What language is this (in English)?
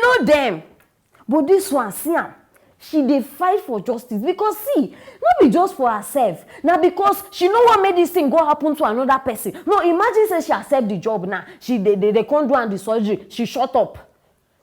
Nigerian Pidgin